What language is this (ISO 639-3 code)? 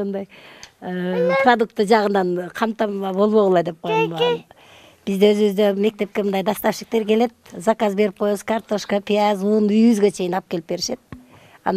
kir